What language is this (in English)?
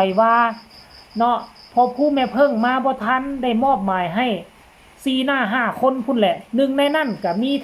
Northeastern Thai